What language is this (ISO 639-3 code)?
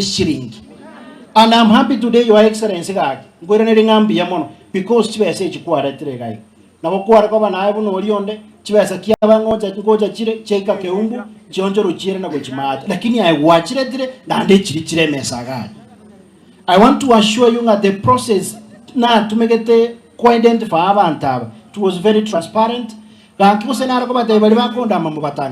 guz